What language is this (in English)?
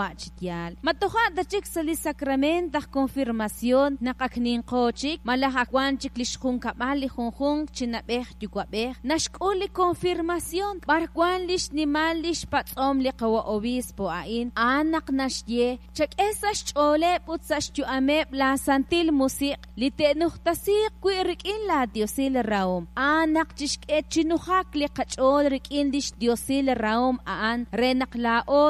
Kekchí